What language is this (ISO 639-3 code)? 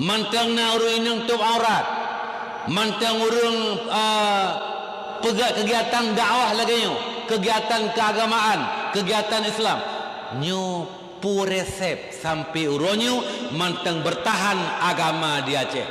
ace